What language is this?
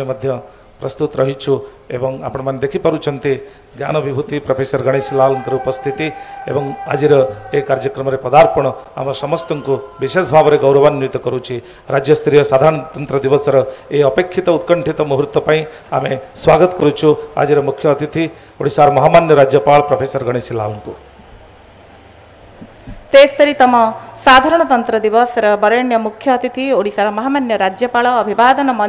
Odia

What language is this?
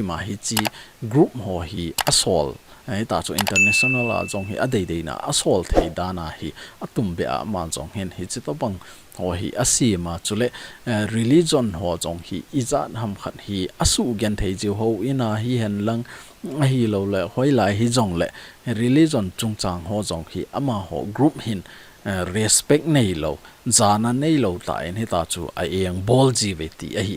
Thado Chin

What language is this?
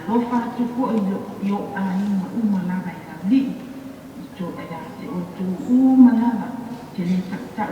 Samoan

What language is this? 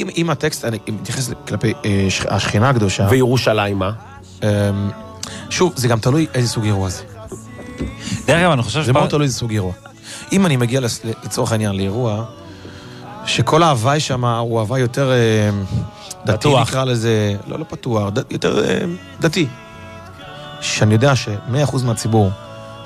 Hebrew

